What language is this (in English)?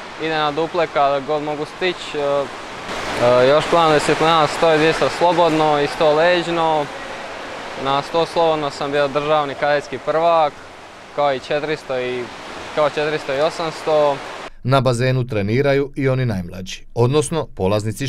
Croatian